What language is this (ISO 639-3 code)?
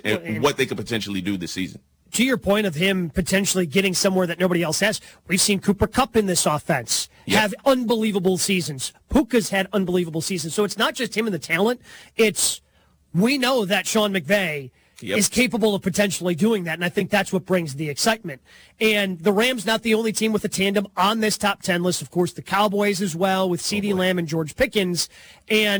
eng